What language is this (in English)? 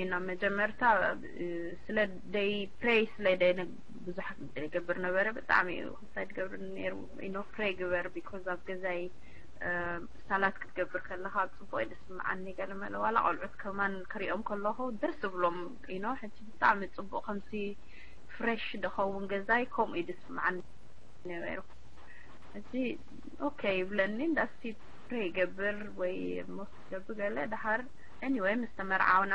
Tigrinya